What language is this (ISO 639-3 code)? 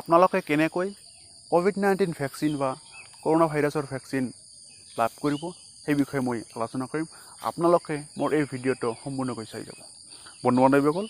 asm